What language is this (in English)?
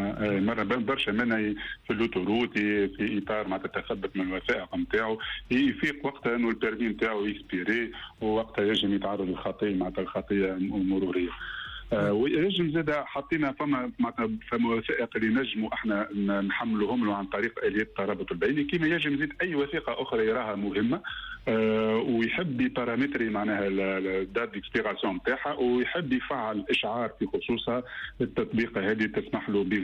Tunisian Arabic